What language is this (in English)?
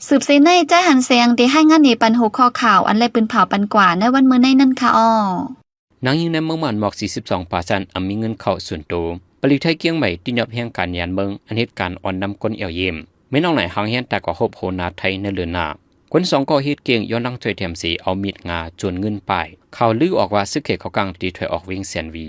Shan